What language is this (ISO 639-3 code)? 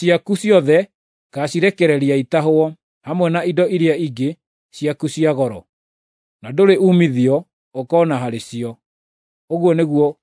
kik